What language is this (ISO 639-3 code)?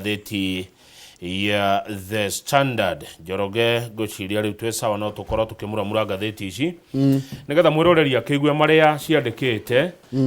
kik